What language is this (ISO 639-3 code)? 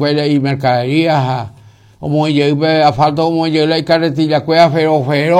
grn